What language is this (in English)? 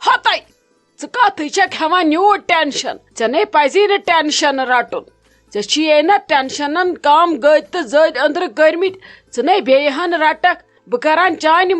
Kashmiri